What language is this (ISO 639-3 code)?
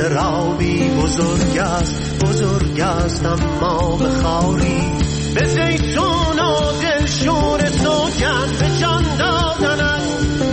fas